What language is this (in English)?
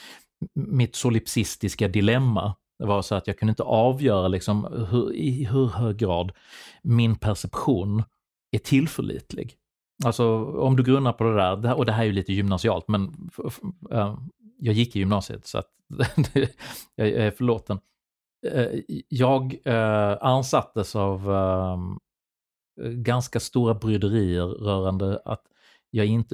Swedish